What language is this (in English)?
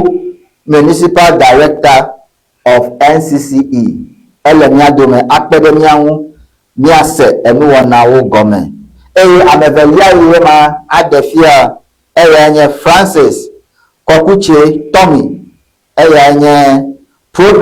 Ewe